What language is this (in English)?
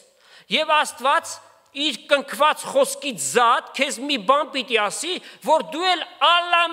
Armenian